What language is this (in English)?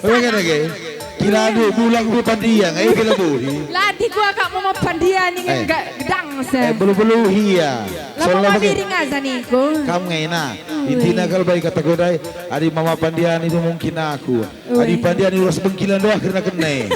Batak Karo